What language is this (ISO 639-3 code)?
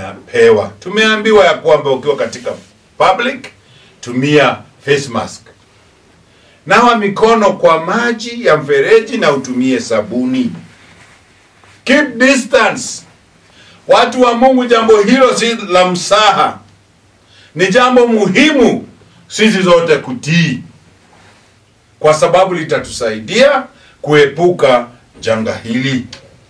swa